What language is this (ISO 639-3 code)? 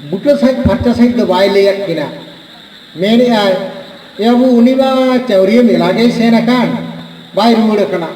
sat